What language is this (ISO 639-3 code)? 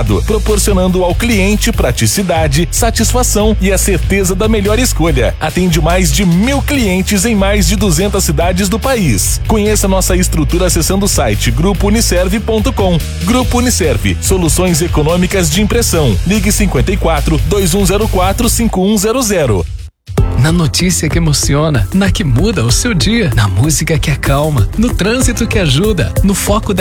por